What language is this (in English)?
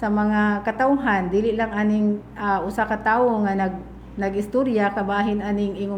Cebuano